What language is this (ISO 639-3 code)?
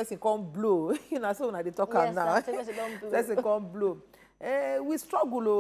pcm